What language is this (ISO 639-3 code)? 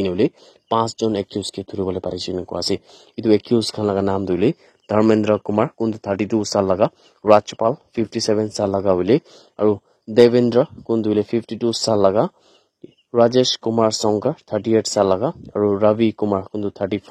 nag